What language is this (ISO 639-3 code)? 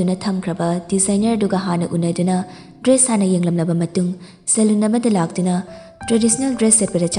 mni